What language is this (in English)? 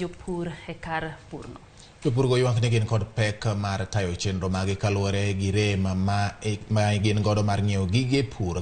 Luo (Kenya and Tanzania)